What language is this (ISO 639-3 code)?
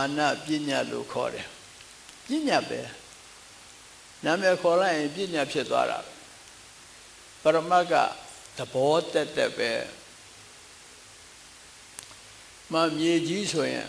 mya